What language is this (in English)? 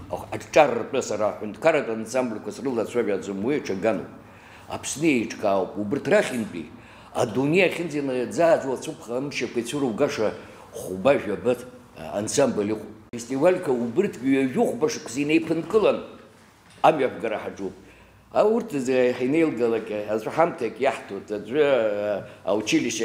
Abkhazian